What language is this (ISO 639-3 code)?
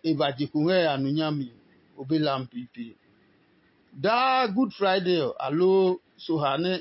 ada